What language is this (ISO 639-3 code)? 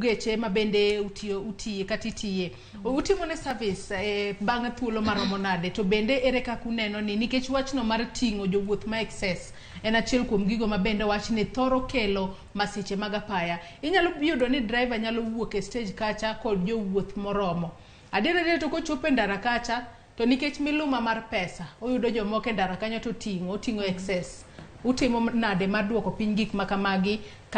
luo